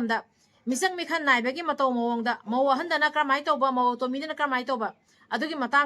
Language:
Manipuri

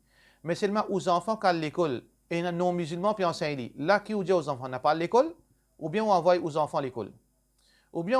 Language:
Morisyen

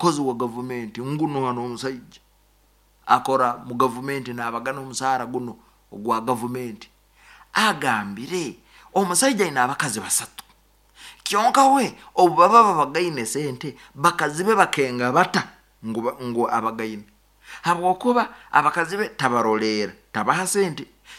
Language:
Nyankole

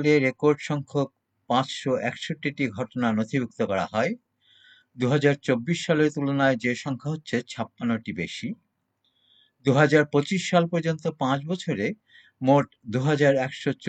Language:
Bangla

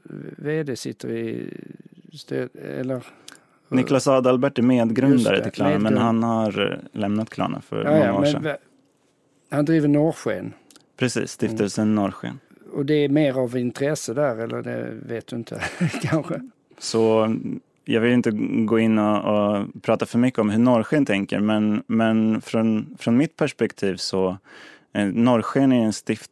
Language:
Swedish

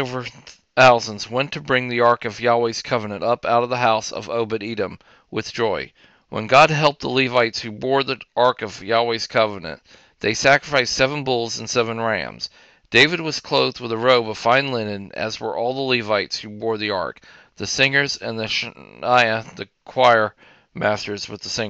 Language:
English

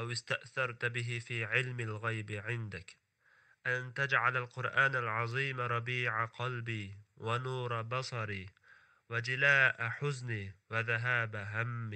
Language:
Uyghur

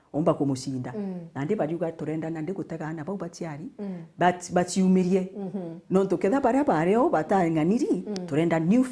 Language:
Meru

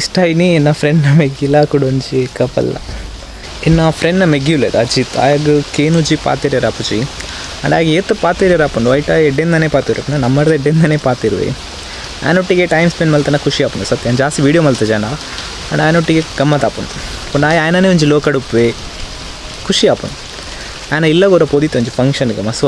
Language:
Tulu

